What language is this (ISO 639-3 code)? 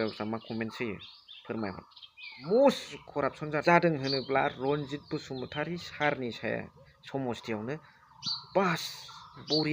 brx